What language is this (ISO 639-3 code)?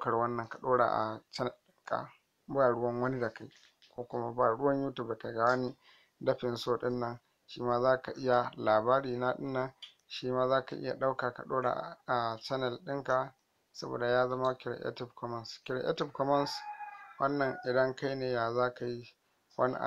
hau